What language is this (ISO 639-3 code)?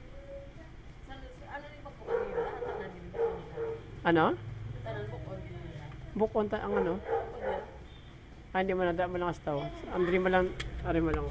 hil